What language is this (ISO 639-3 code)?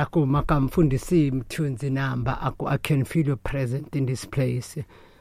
tso